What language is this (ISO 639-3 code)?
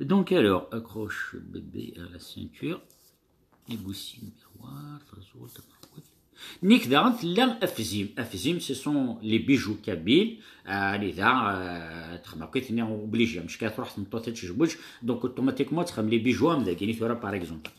kab